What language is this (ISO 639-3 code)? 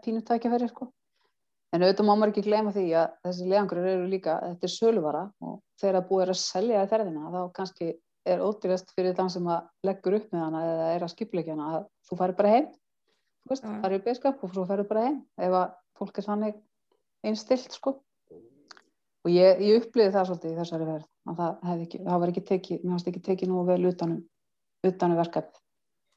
isl